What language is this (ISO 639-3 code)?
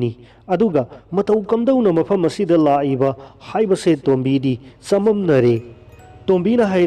mni